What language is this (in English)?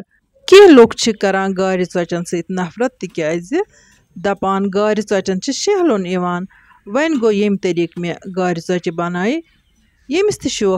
Kashmiri